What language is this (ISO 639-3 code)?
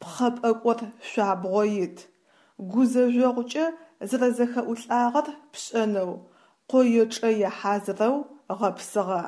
ady